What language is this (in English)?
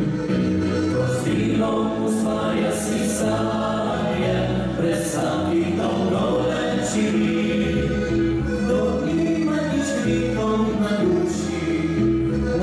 Croatian